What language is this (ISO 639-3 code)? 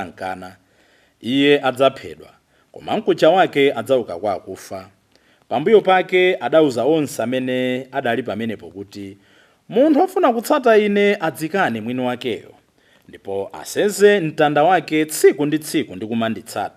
nya